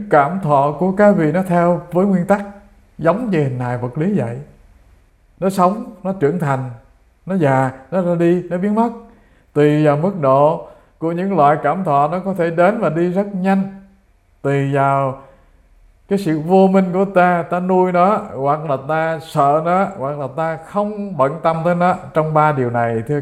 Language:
Vietnamese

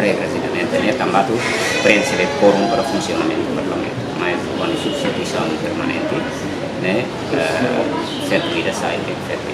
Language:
Tetum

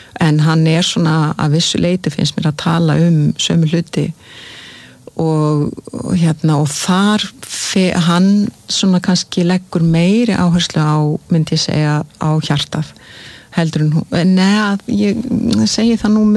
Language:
Icelandic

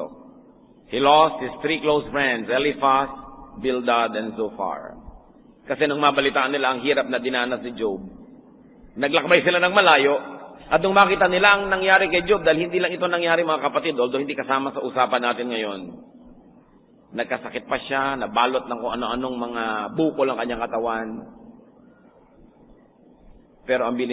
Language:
Filipino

